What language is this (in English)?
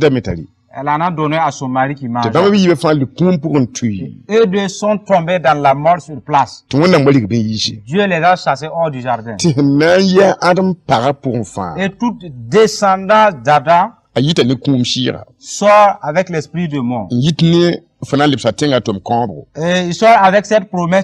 Mossi